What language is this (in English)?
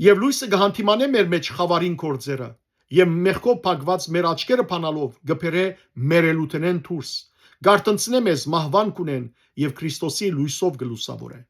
Western Armenian